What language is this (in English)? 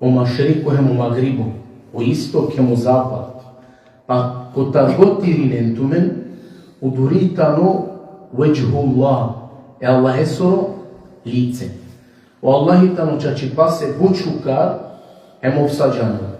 Balkan Romani